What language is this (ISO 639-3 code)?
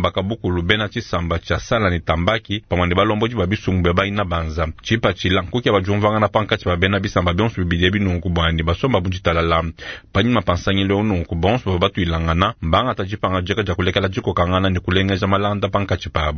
lua